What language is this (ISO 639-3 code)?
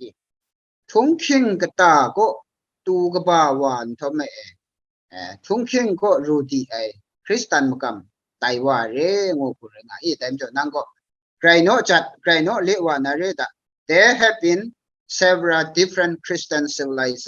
kac